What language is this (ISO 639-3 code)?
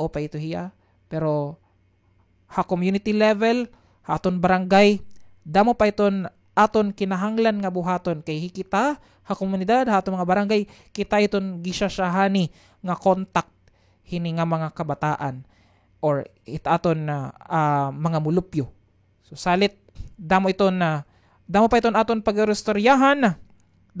war